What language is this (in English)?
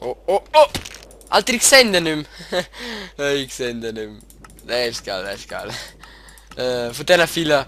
Swiss German